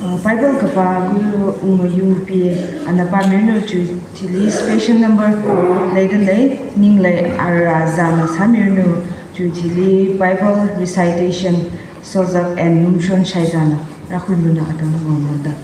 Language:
Tangkhul Naga (India)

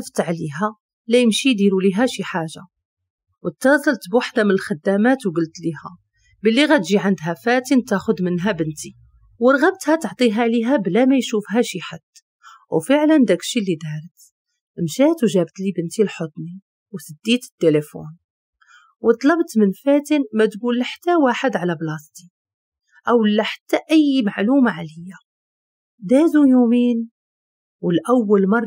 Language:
Moroccan Arabic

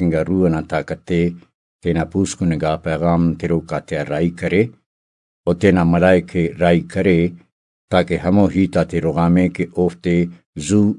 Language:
Brahui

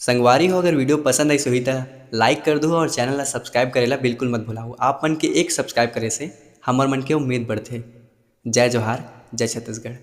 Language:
Chhattisgarhi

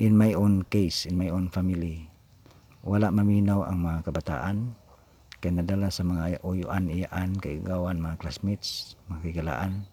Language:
Cebuano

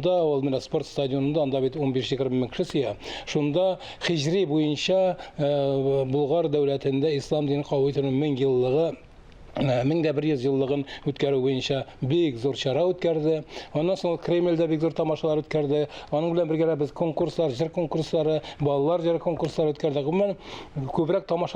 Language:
Tatar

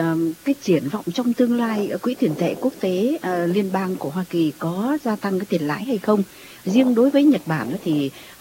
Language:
Vietnamese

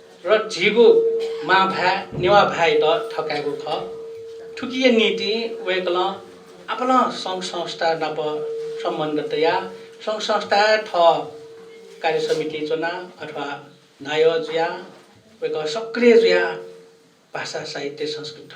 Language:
Newari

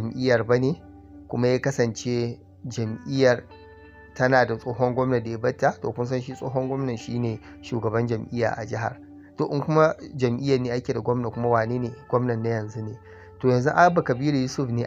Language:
Hausa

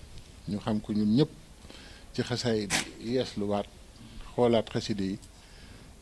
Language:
Wolof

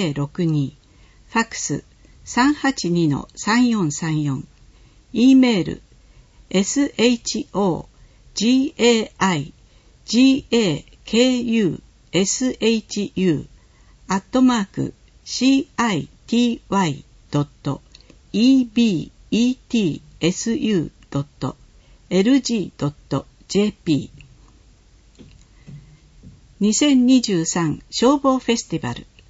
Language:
Japanese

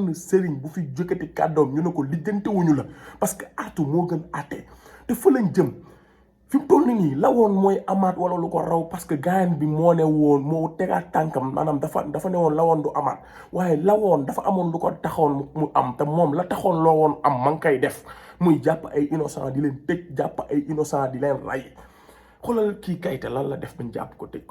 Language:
Wolof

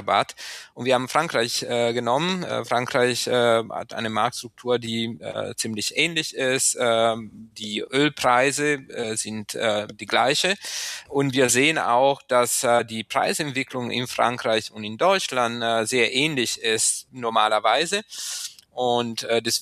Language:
German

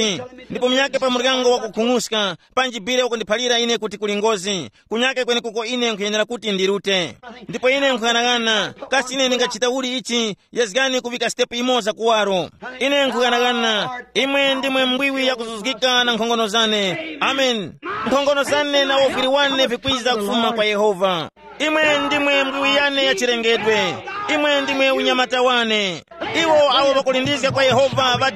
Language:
Tumbuka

